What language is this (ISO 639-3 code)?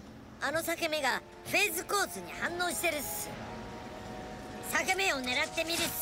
jpn